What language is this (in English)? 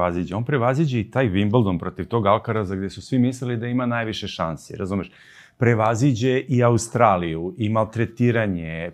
Serbian